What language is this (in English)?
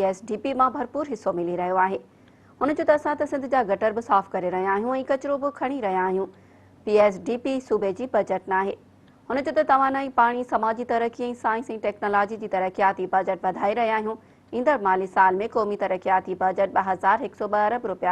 Sindhi